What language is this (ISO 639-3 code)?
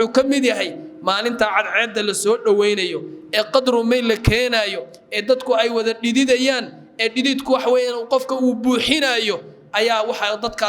som